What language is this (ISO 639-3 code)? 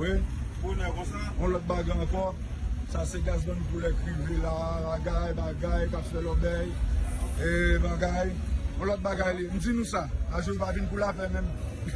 hat